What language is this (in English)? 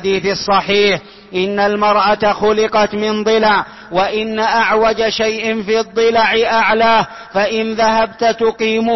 Arabic